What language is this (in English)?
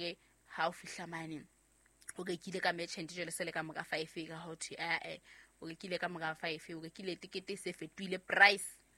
Southern Sotho